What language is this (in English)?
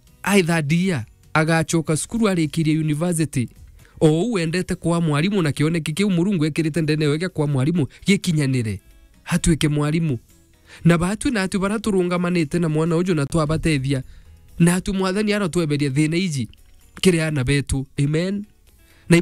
Meru